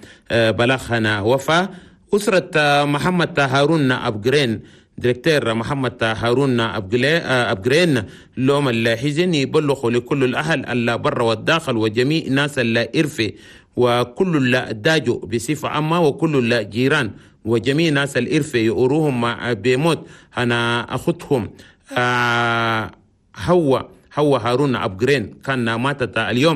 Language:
Chadian Arabic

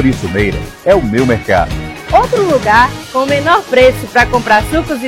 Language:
Portuguese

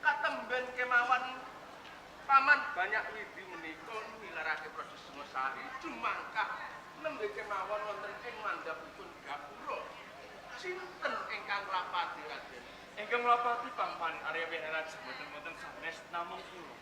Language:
Javanese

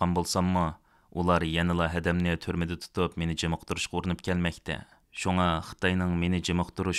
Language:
Uyghur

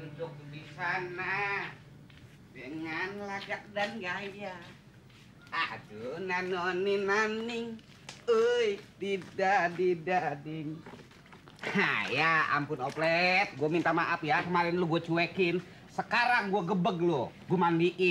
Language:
Betawi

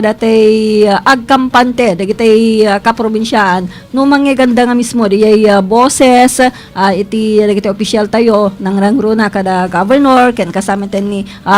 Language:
Iloko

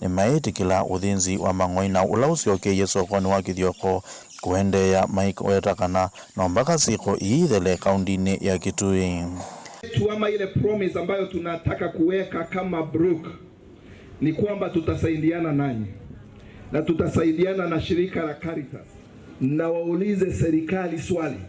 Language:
Kamba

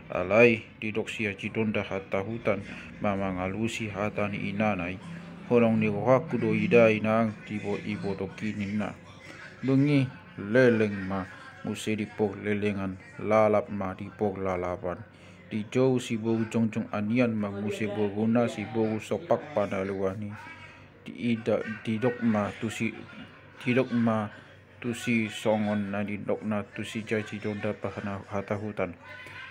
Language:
Batak Toba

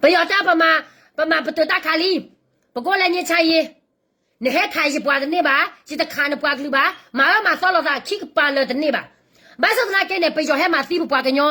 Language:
S'gaw Karen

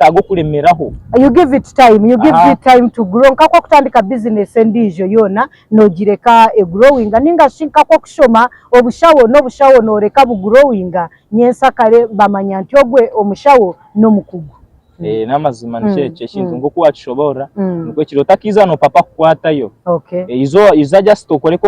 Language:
Nyankole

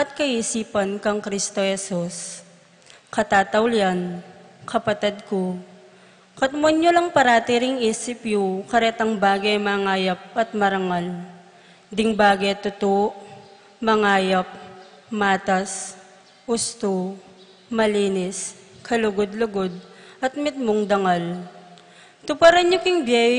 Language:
Pampanga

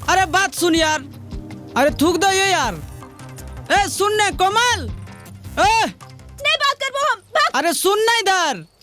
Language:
Magahi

